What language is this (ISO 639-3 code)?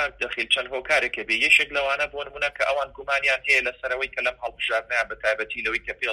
ckb